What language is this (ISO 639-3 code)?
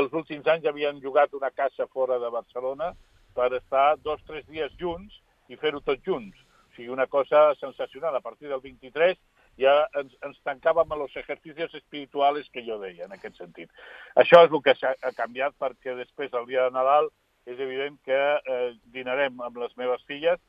cat